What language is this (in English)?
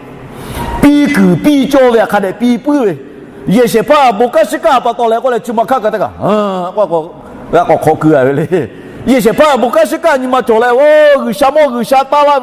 Lahu